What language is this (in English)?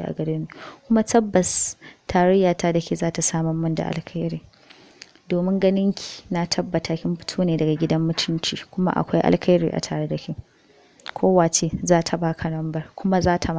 Hausa